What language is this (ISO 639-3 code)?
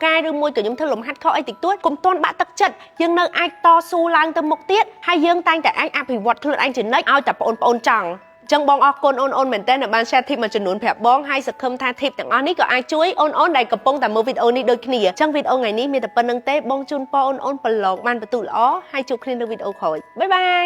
khm